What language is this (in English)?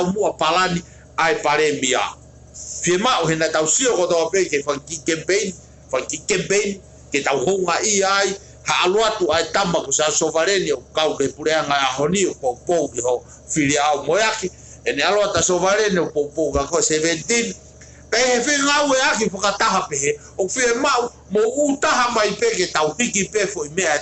Tongan